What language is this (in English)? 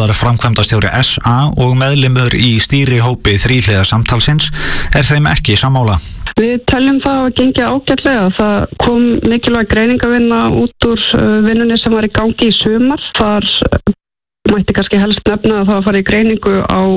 Icelandic